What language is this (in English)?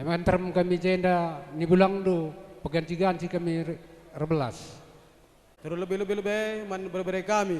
Batak Karo